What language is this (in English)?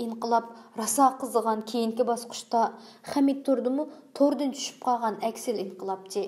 Uyghur